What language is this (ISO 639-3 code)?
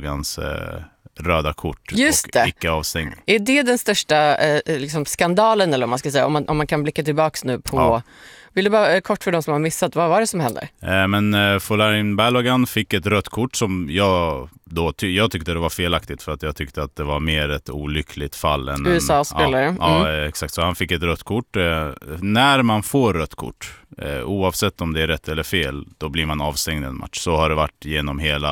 swe